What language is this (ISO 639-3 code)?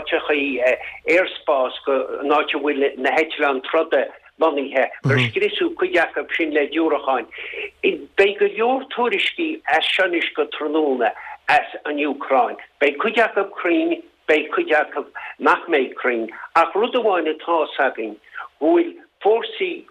gle